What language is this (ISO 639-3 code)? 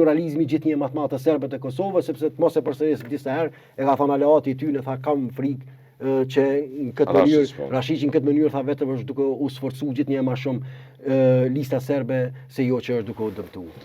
sqi